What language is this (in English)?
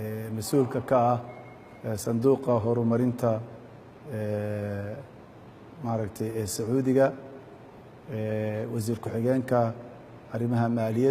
Somali